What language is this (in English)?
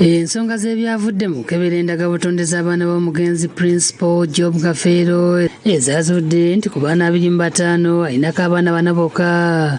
Ganda